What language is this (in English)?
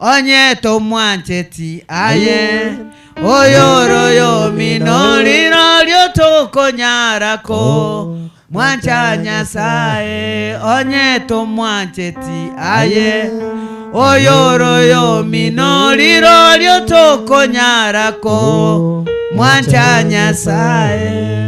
Gusii